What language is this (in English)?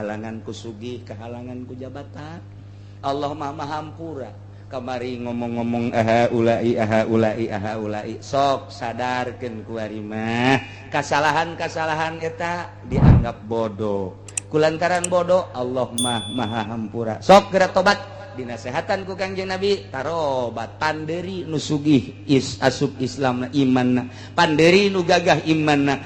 Sundanese